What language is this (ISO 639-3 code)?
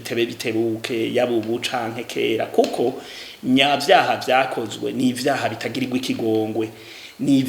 run